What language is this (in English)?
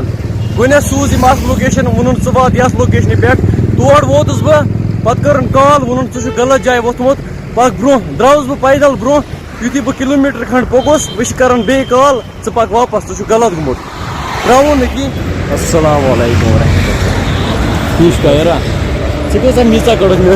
Kashmiri